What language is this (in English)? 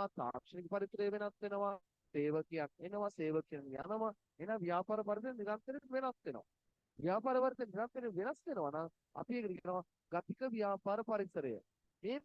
Sinhala